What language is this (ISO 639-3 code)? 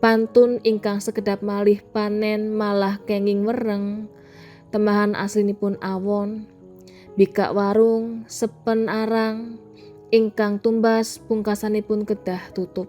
jav